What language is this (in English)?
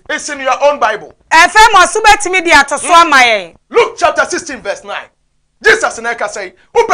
Akan